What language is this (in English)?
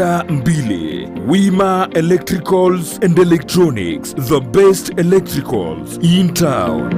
Gusii